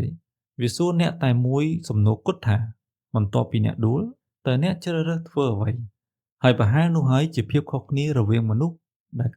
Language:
Khmer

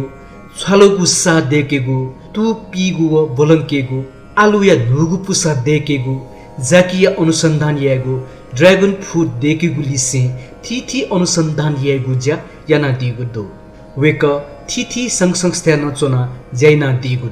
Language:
Newari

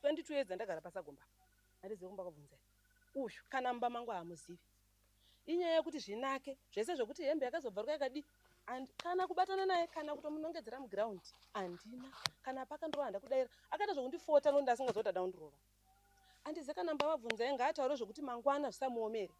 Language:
Shona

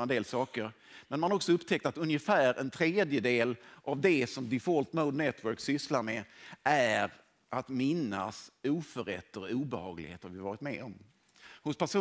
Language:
Swedish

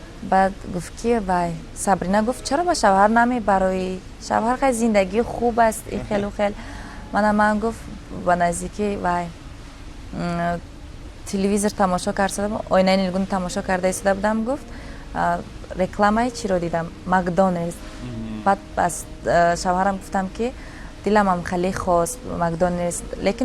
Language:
Tajik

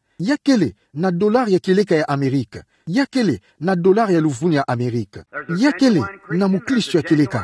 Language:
Kituba (Democratic Republic of Congo)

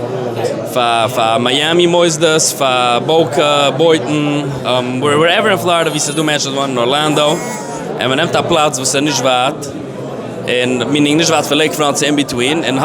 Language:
Yiddish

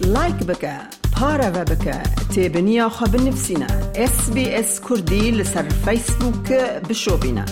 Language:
Kurdish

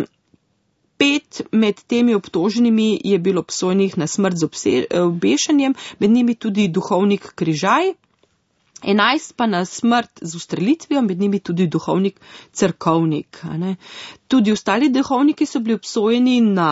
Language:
Slovenian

